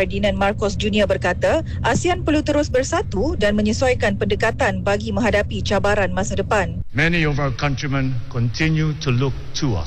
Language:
Malay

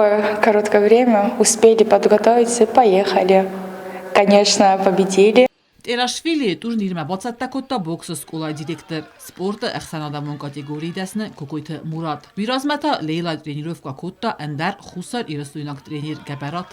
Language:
Ossetic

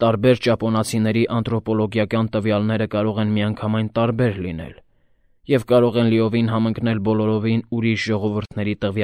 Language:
Armenian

